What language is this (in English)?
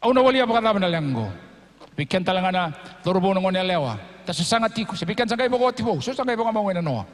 Fijian